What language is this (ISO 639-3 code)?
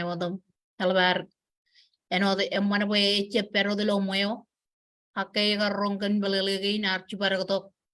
mah